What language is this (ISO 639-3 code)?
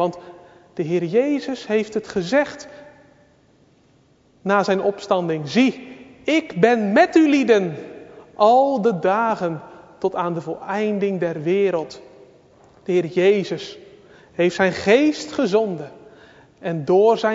nld